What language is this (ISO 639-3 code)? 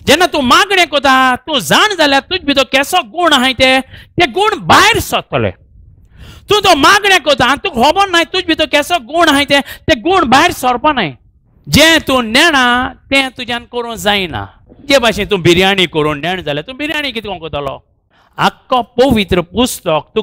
kok